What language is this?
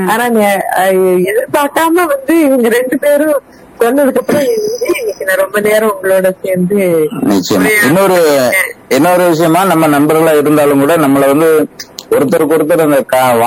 Tamil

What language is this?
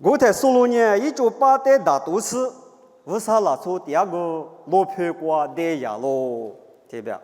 Lisu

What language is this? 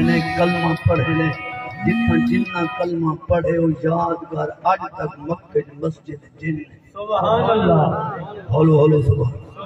Saraiki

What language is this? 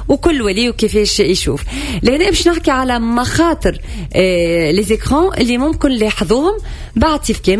Tunisian Arabic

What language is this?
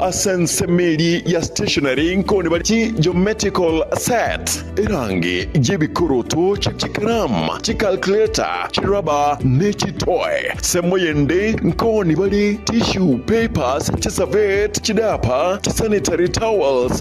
Gusii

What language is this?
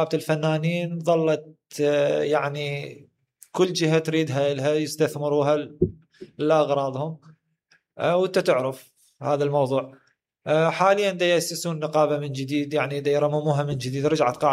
Mesopotamian Arabic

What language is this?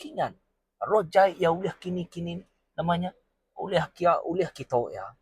Iban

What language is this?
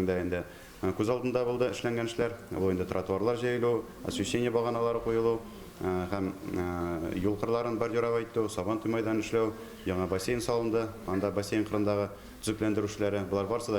Tatar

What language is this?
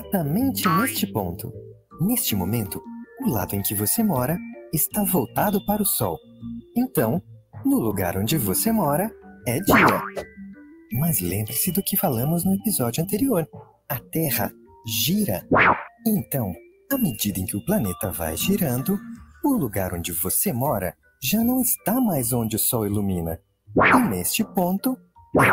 Portuguese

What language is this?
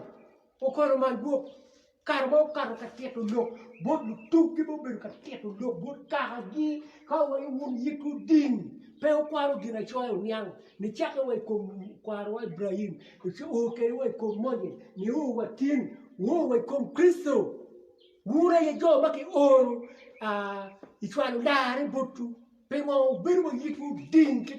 Acoli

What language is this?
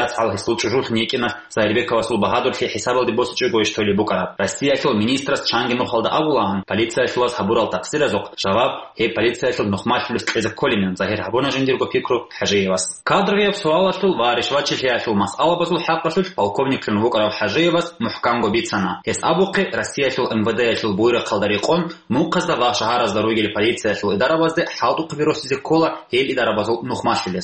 Avaric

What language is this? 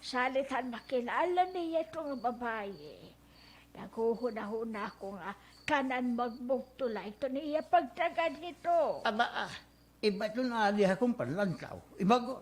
Waray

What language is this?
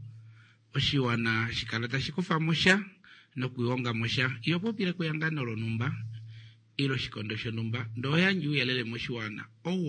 Kuanyama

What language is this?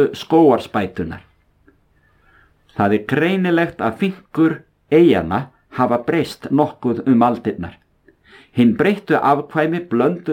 Icelandic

